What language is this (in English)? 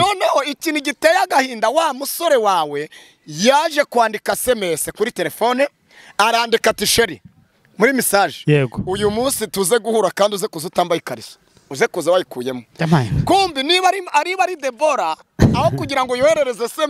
Kinyarwanda